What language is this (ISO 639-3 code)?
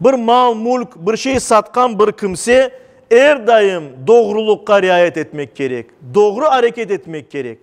crh